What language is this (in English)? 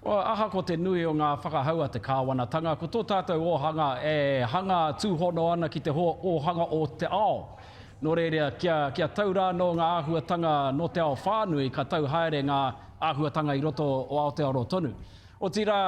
Māori